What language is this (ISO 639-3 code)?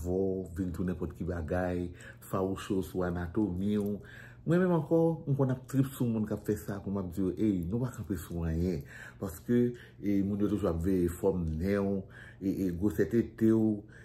hat